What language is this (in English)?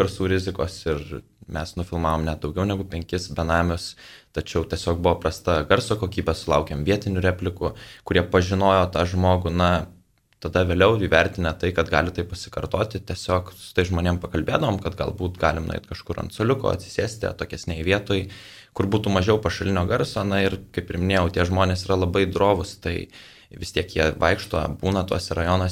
Lithuanian